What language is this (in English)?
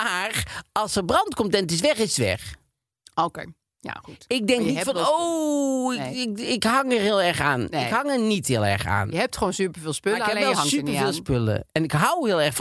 Dutch